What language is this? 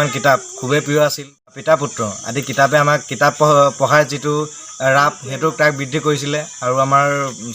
Assamese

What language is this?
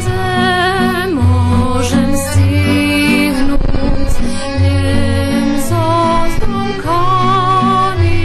Rusyn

